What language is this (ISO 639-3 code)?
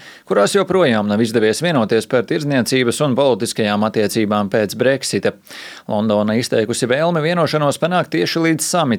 lav